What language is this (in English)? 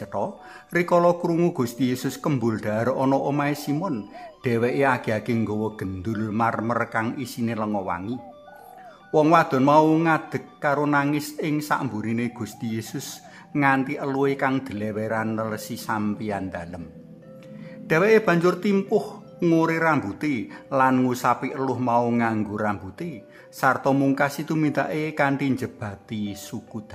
Javanese